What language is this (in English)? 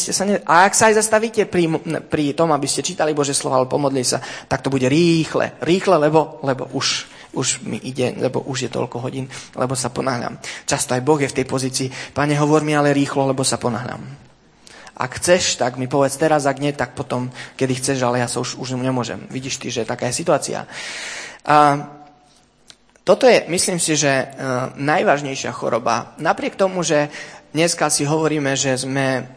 Slovak